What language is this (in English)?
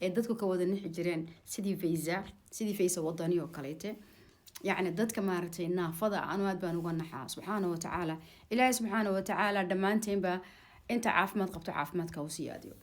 Somali